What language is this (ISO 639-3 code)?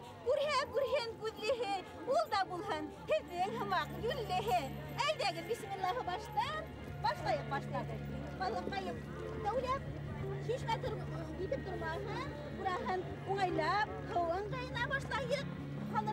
bak